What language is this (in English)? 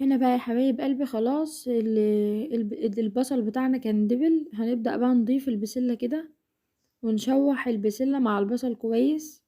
Egyptian Arabic